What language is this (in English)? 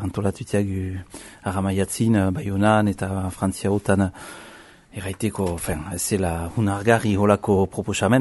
Basque